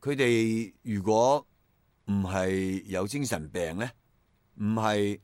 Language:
Cantonese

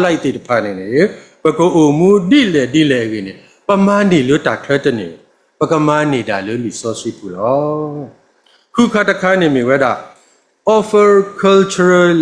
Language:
S'gaw Karen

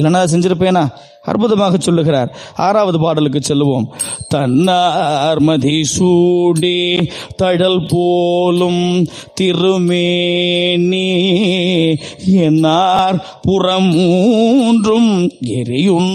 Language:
Tamil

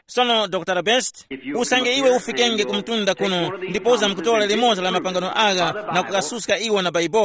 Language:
Tumbuka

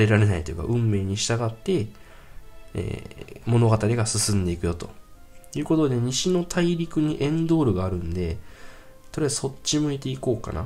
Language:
Japanese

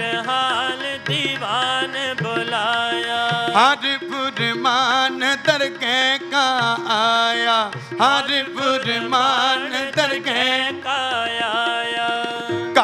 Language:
Punjabi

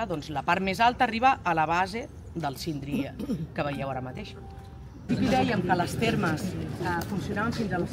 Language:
Catalan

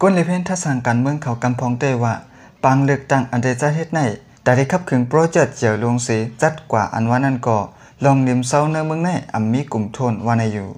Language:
Lao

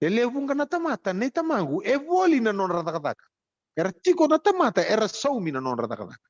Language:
Fijian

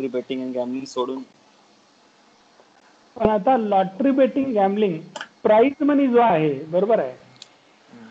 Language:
Marathi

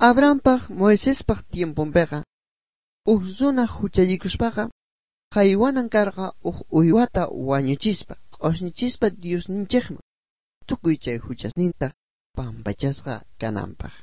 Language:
South Bolivian Quechua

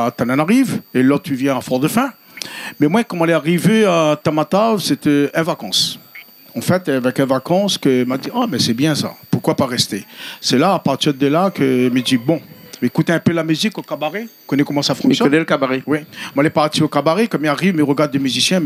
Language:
Réunion Creole French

